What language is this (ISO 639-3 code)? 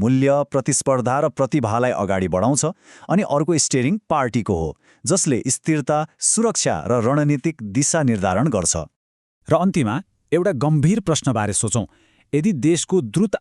nep